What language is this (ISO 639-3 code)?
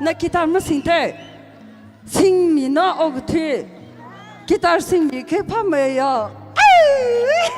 nmf